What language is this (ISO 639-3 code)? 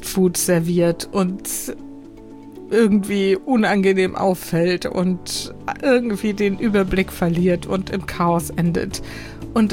deu